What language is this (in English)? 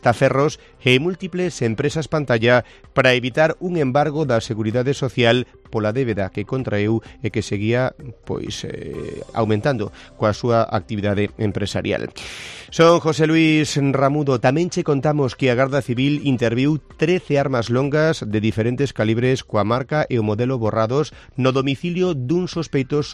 Galician